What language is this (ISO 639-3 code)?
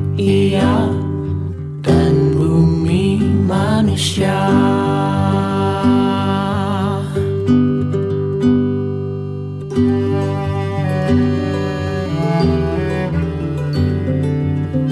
ind